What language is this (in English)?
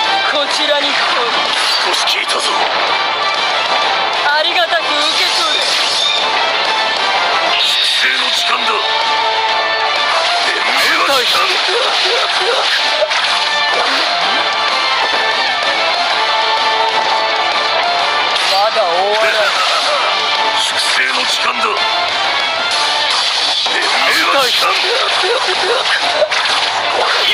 Japanese